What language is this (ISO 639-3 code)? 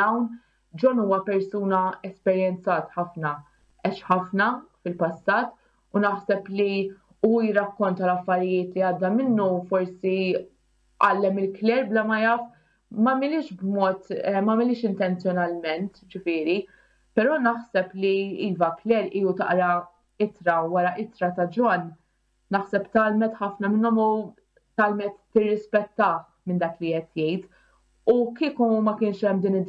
mlt